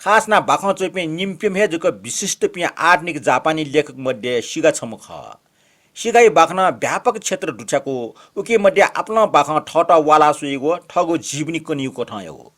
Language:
Newari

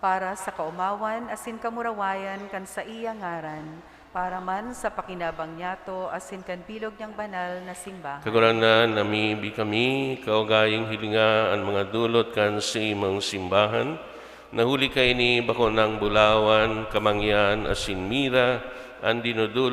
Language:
Bikol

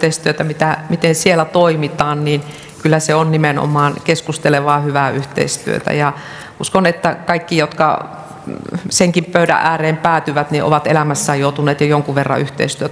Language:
Finnish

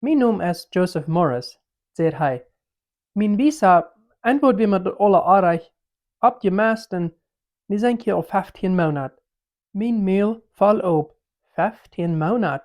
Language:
Plautdietsch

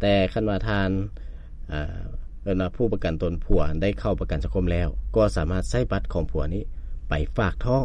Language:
Lao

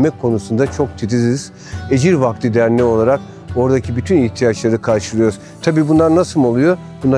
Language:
Turkish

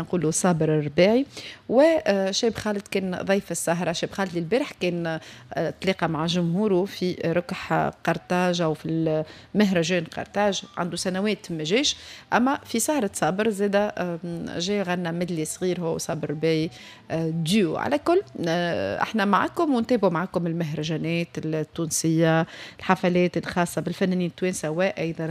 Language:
Tunisian Arabic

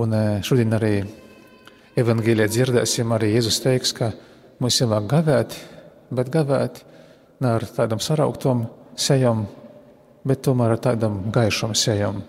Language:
Latvian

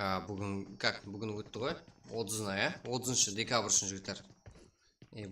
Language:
Kara-Kalpak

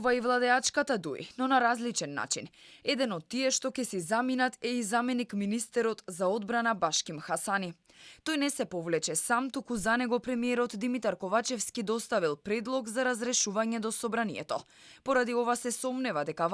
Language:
Macedonian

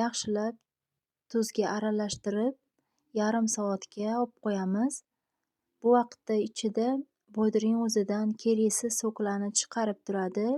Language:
Uzbek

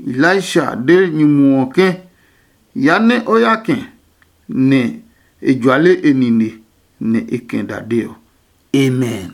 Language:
Adangme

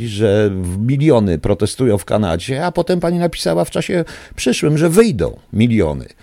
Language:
Polish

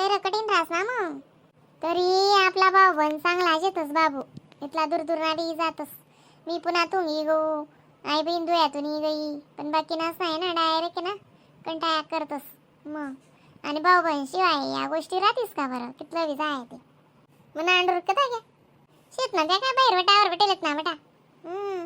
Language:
Khandesi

